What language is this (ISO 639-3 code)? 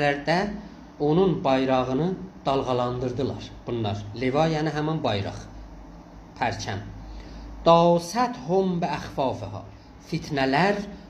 azb